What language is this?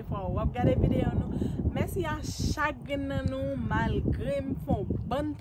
Haitian Creole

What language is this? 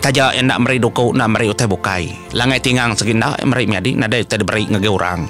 Iban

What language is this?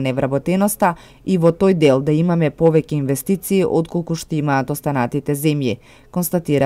Macedonian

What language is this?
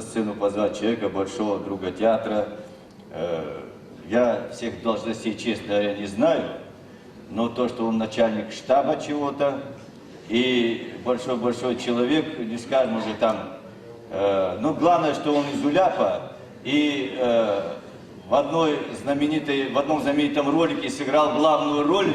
Adyghe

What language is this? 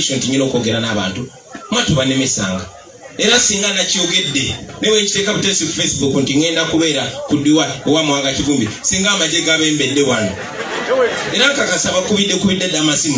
Ganda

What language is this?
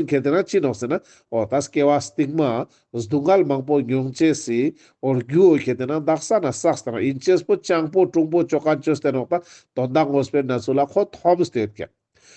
Ladakhi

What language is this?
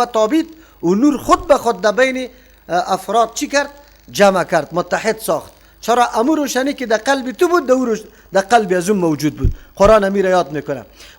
Persian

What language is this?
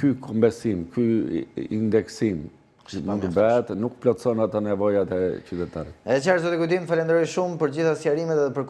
Albanian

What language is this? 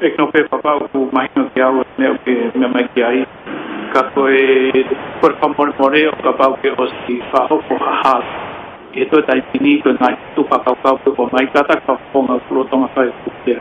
Tongan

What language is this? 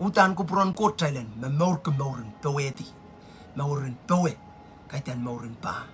Pohnpeian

